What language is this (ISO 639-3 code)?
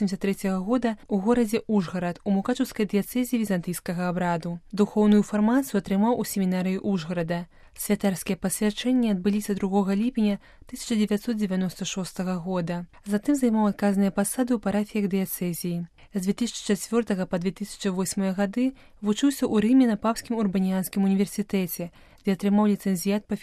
bel